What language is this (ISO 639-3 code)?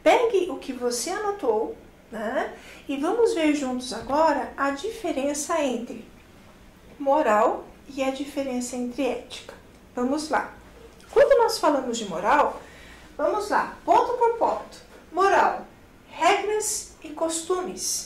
por